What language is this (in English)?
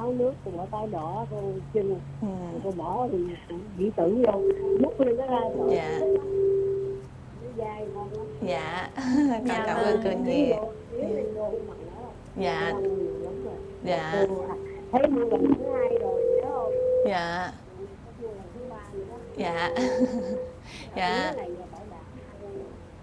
Vietnamese